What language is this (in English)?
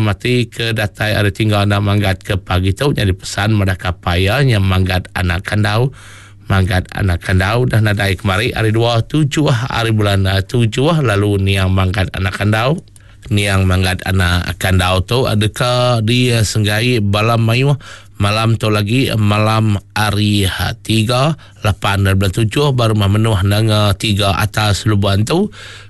Iban